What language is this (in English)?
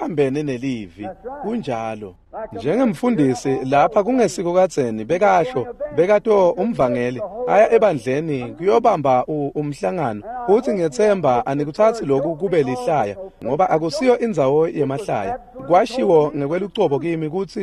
Swati